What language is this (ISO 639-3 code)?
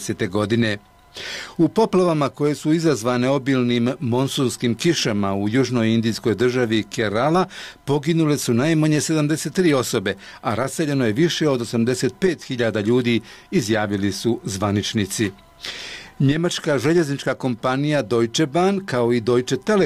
bos